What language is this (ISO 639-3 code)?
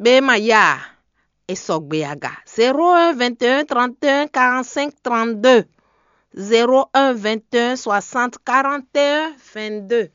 fon